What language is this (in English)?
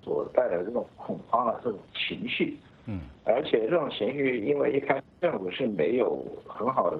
Chinese